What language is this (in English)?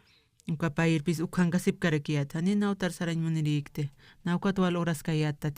Aymara